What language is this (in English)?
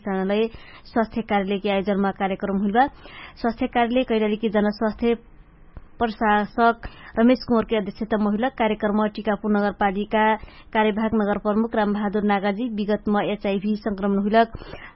Dangaura Tharu